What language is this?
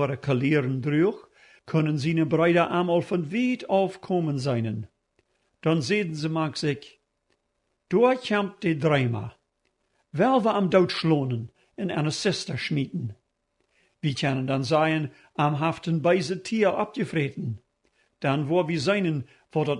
Plautdietsch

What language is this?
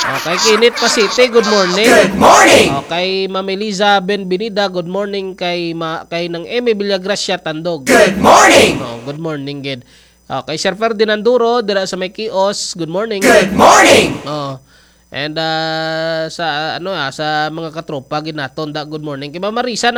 Hiligaynon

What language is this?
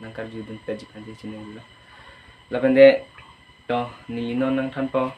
Karbi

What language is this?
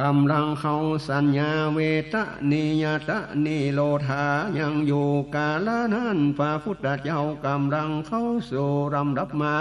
Northern Thai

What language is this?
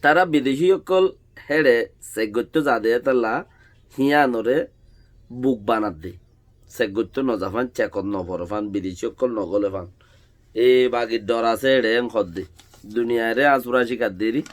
Rohingya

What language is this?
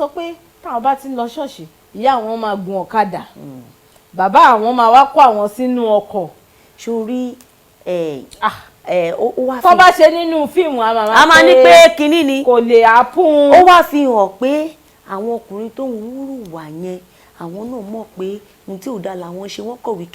Yoruba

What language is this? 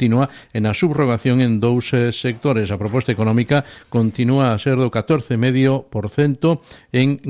Galician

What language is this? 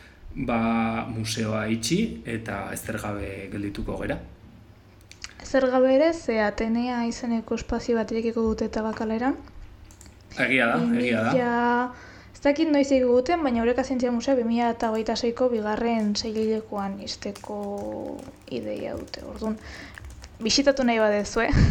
Basque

